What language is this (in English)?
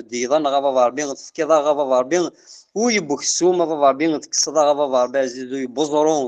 Kabyle